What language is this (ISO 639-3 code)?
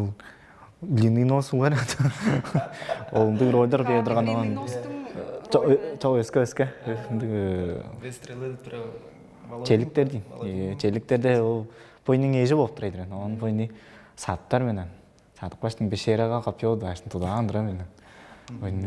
tyv